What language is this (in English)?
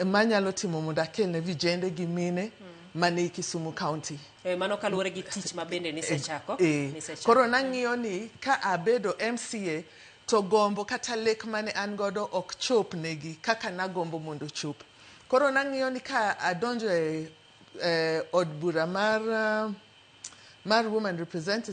Luo (Kenya and Tanzania)